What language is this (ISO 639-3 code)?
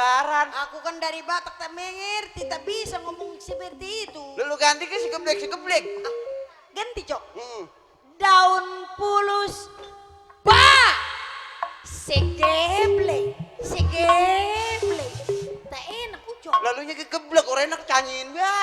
bew